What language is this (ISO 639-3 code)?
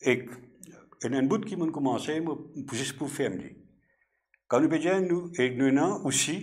mfe